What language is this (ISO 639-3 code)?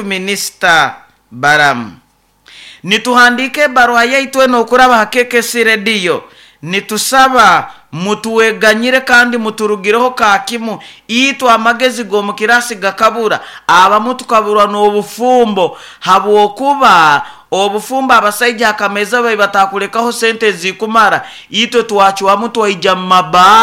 nyo